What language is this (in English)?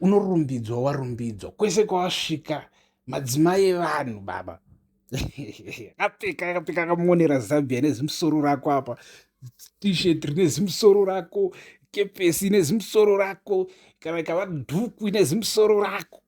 Shona